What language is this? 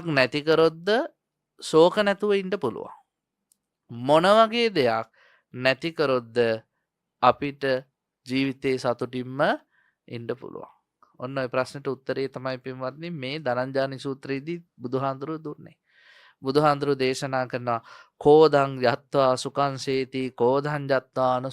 Sinhala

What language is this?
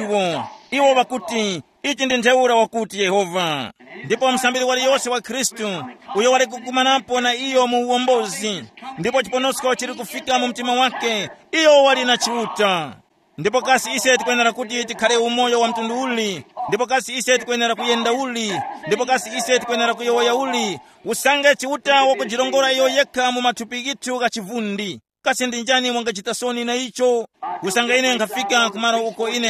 Tumbuka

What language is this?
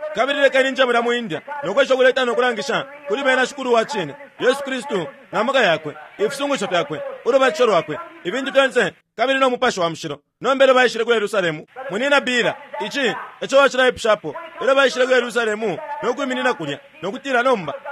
Bemba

